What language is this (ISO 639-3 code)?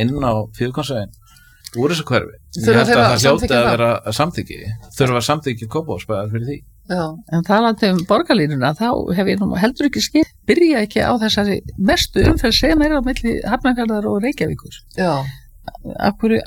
isl